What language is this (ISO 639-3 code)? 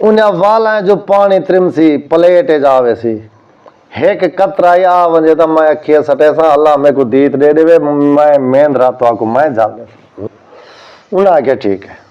skr